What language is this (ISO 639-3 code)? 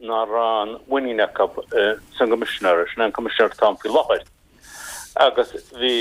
gle